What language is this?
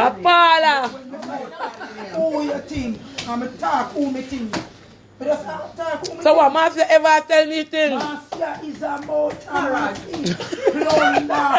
Jamaican Creole English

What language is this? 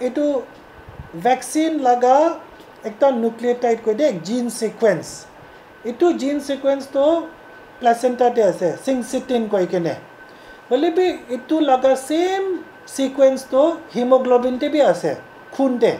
Naga Pidgin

